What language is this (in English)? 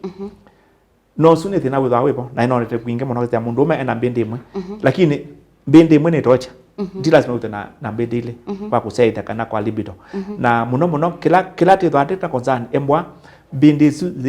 Kamba